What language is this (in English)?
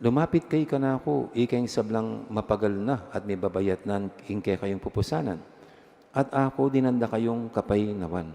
Pampanga